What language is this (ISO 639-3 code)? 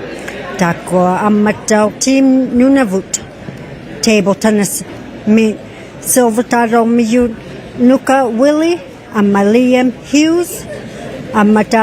iku